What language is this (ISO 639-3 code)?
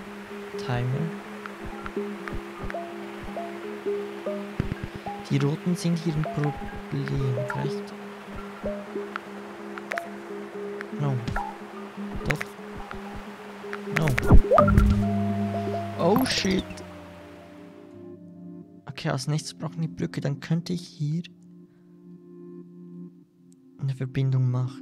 deu